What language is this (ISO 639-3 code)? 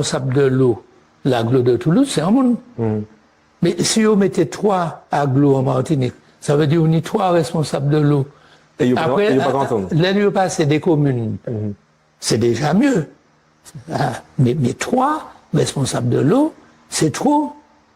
gcf